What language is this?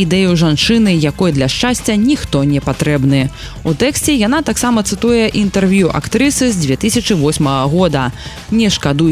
Belarusian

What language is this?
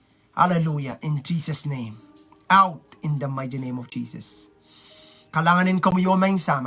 Pohnpeian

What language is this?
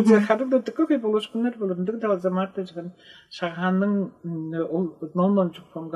Tuvinian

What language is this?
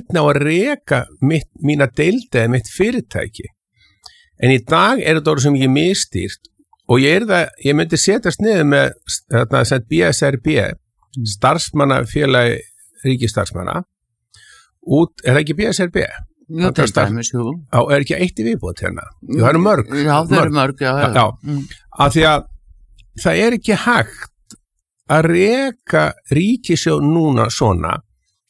Icelandic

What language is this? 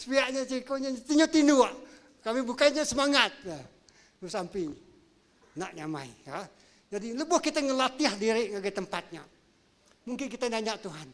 Iban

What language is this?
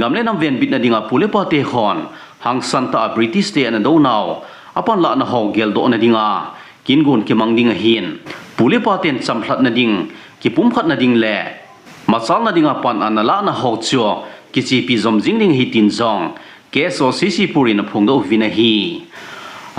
Thado Chin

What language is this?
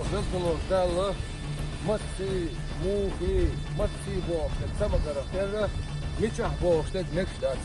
Chechen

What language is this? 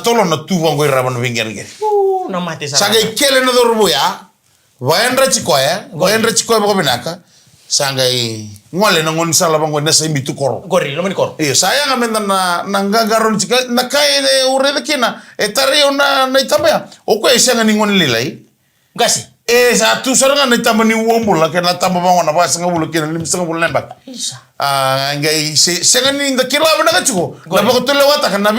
Fijian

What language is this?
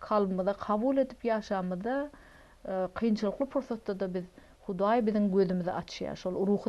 Turkmen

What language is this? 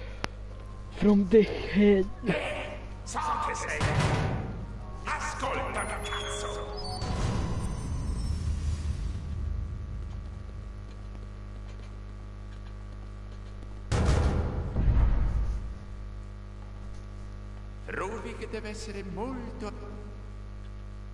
Italian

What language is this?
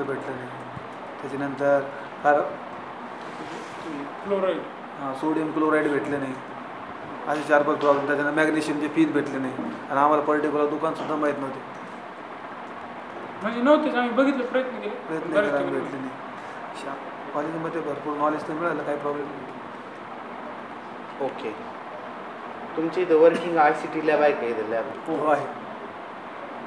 Marathi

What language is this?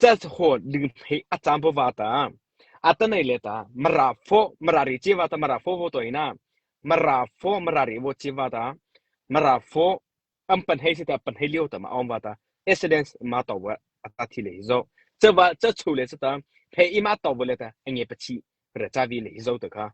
Mara Chin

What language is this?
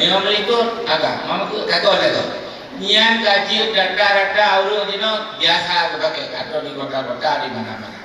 Achinese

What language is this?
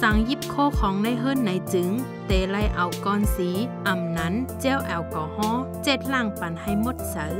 Shan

